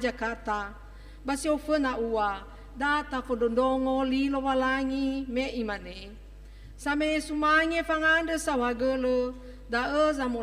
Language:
Nias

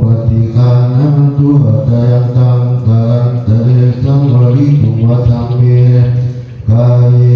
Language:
Pali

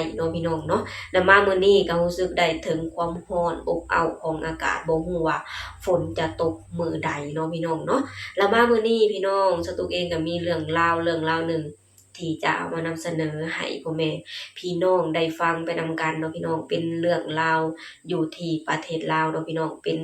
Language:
Lao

